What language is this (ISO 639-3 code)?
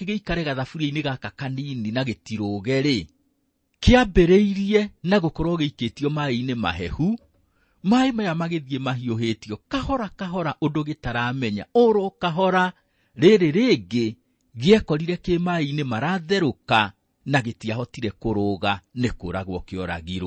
kik